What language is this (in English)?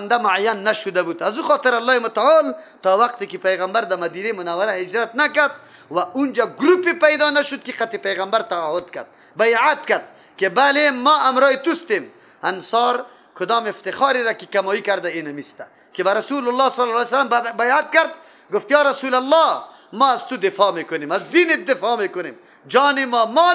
Persian